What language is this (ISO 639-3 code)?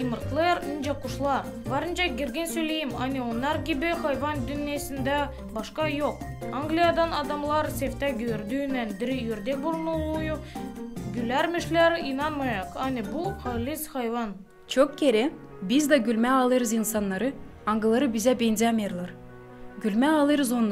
gag